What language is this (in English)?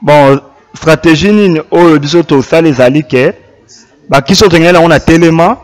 Lingala